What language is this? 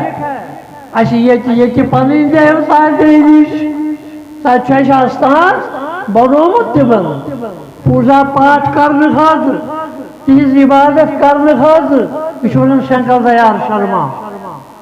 Kashmiri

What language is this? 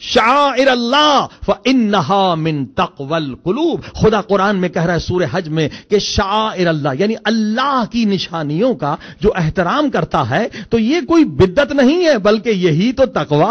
Urdu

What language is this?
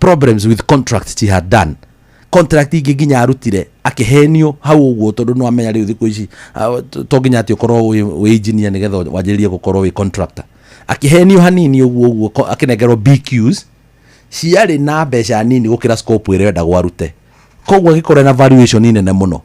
Kikuyu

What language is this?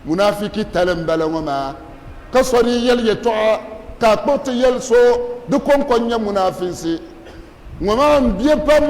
Dagbani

